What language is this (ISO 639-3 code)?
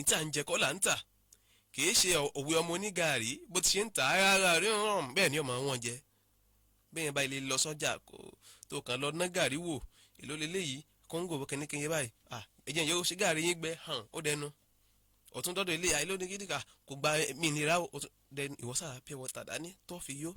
yor